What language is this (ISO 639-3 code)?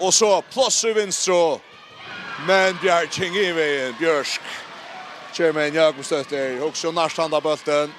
fao